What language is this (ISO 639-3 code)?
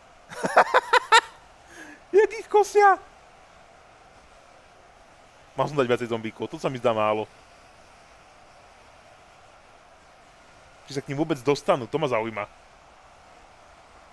slk